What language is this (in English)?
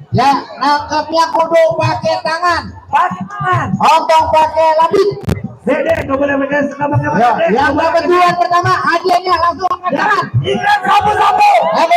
Betawi